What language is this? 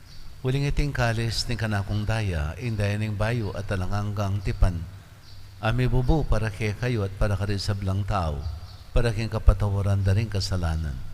Pampanga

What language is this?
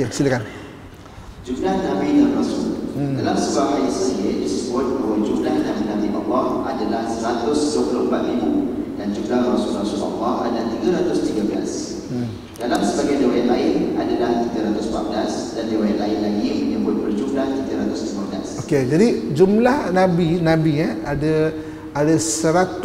Malay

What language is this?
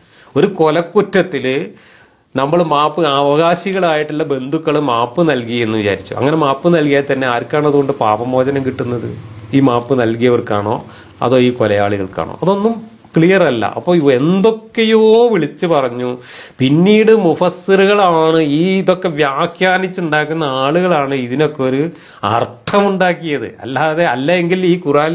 Malayalam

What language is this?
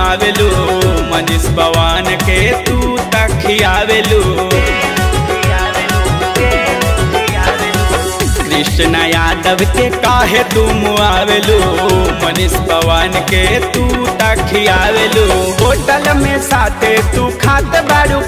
Bhojpuri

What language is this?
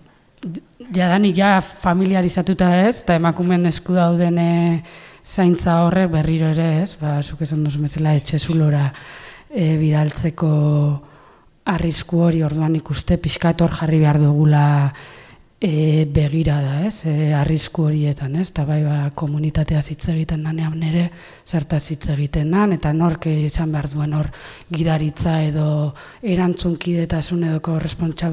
Basque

